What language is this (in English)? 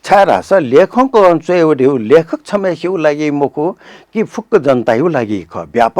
Newari